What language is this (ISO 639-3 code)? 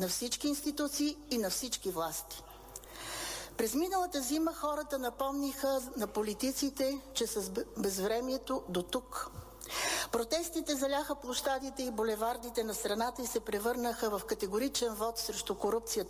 bul